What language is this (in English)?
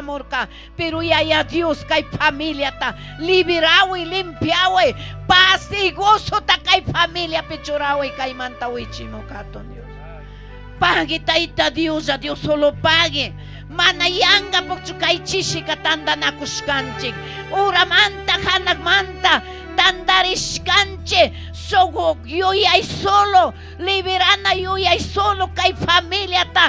Chimborazo Highland Quichua